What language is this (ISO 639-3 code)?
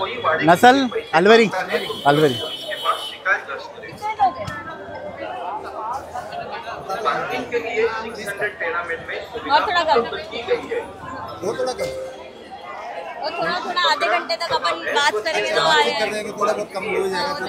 hin